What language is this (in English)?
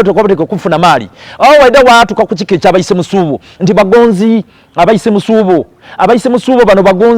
Soga